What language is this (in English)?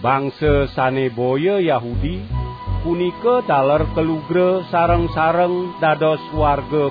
Balinese